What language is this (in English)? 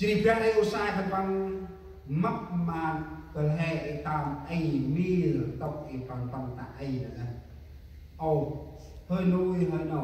Central Mnong